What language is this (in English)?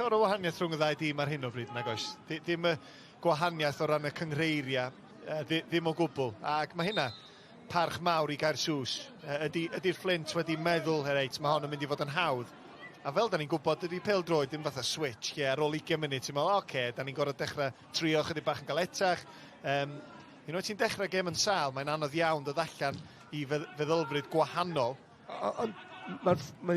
Welsh